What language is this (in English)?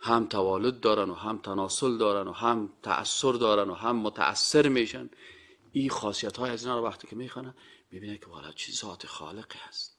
Persian